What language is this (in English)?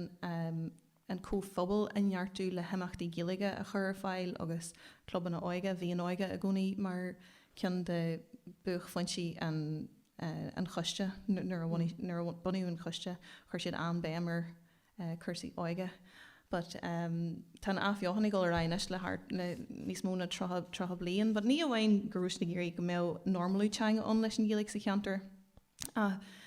Irish